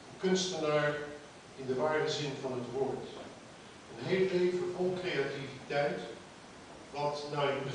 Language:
Dutch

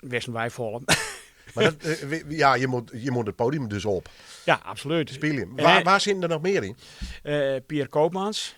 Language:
Western Frisian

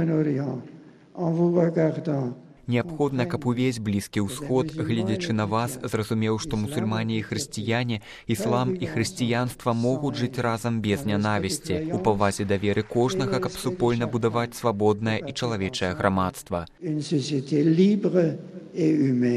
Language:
Belarusian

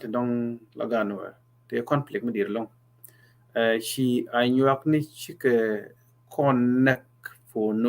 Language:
Nuer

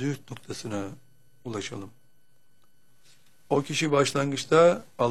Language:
Turkish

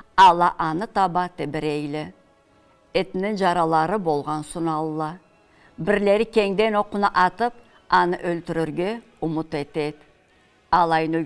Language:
Karachay-Balkar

